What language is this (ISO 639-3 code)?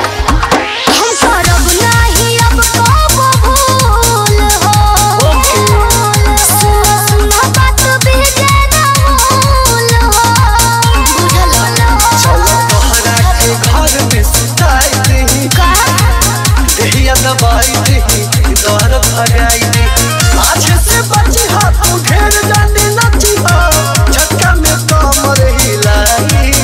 bho